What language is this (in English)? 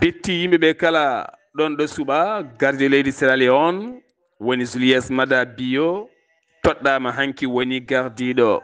Fula